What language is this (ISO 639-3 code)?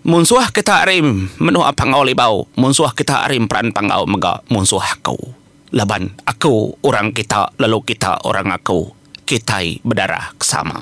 iba